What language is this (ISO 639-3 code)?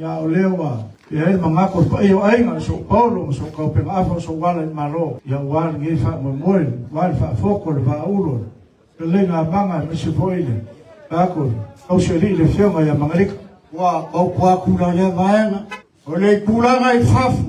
smo